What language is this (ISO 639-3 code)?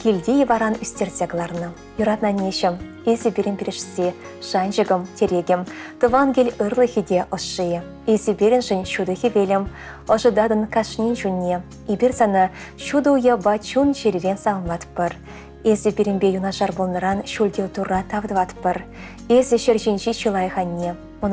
chv